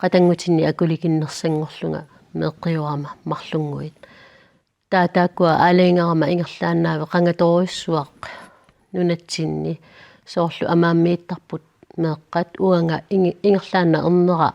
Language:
Kalaallisut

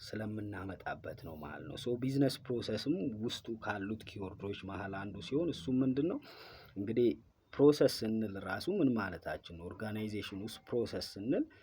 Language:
Amharic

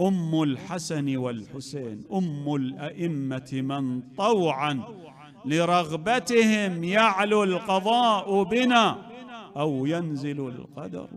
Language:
Mesopotamian Arabic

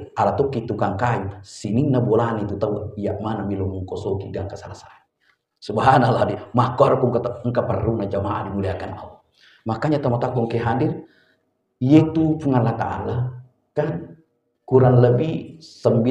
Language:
Buginese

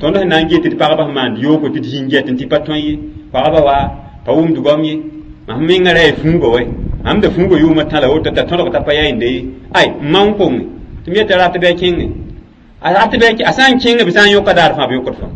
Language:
Mossi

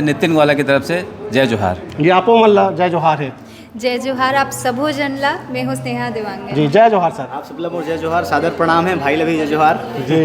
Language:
Chhattisgarhi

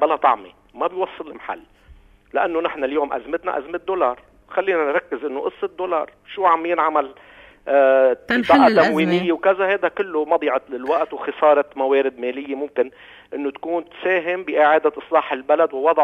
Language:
North Levantine Arabic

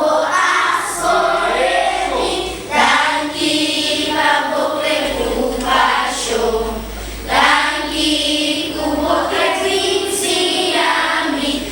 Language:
Papiamento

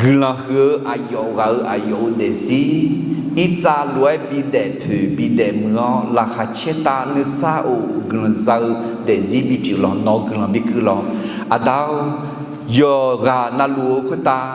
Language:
Akha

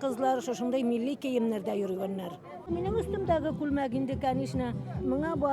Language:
Bashkir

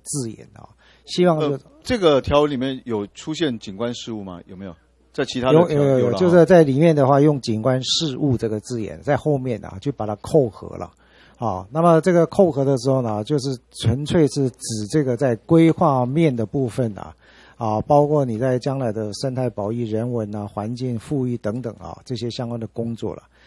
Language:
Chinese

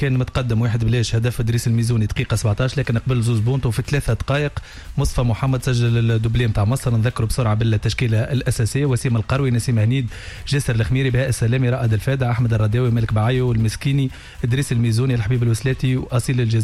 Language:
Tunisian Arabic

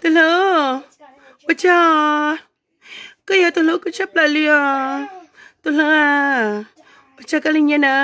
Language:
Hmong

